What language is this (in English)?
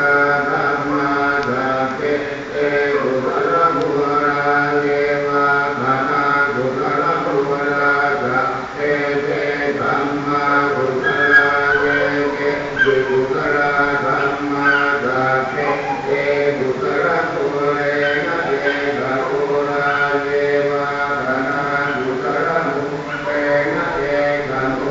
Pali